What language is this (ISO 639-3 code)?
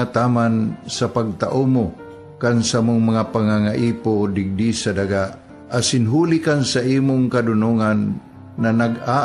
bik